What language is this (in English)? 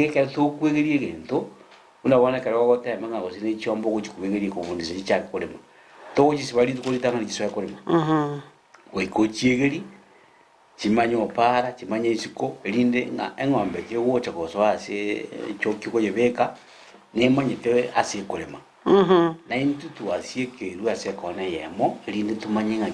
Gusii